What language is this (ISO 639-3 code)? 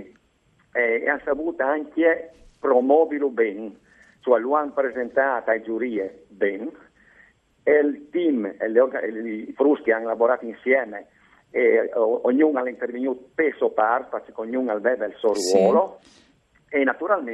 fur